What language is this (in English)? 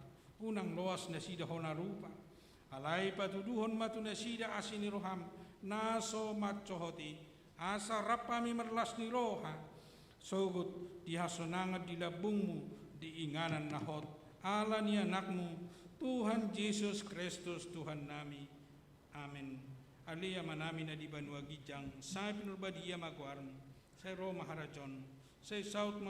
Batak Toba